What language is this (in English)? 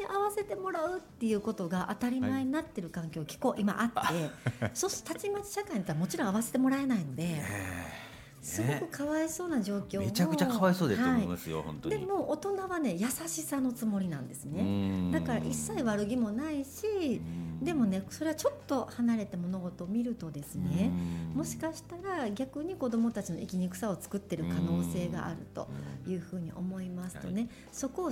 Japanese